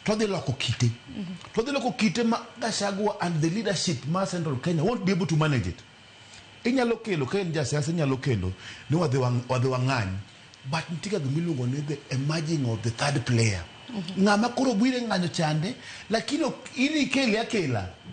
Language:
Luo (Kenya and Tanzania)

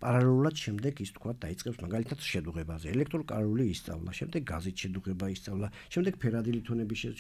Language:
Georgian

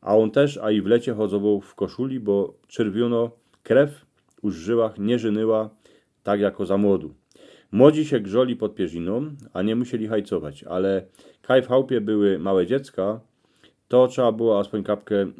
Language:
Silesian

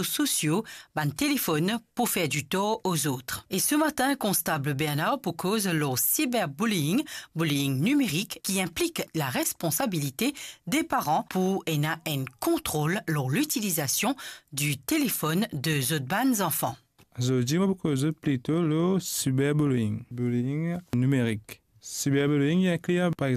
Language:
Morisyen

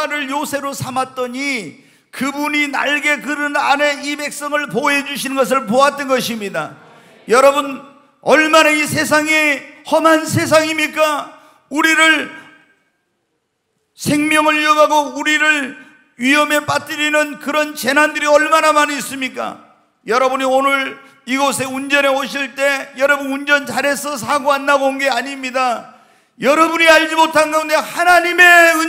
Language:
Korean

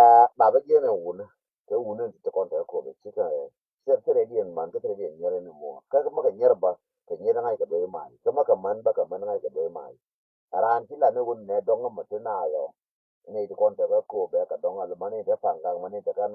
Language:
Nuer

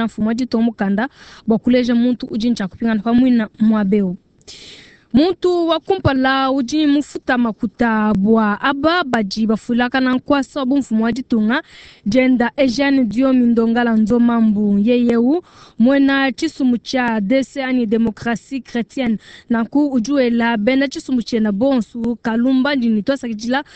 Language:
Luba-Lulua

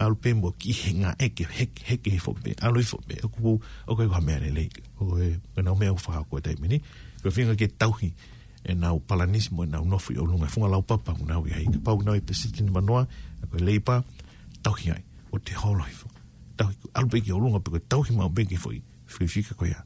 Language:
Tongan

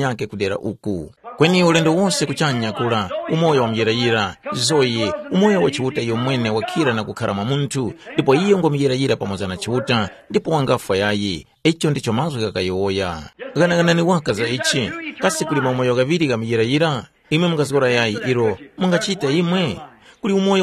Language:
Tumbuka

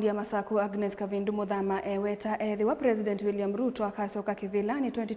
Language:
Kamba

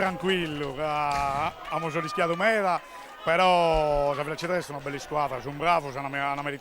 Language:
Sardinian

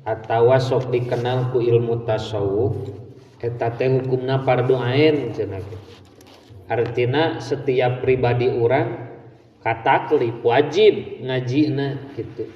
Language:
Sundanese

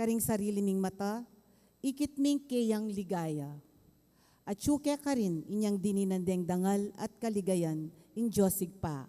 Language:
Pampanga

